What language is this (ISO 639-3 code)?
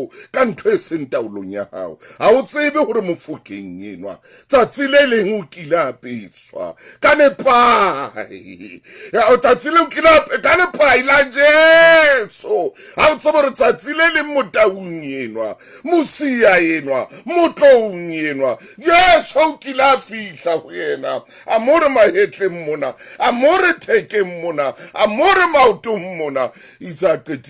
sot